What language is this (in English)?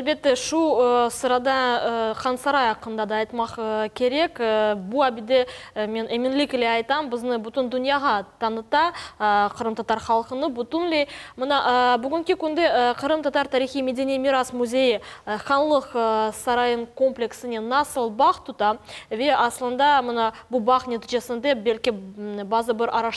Crimean Tatar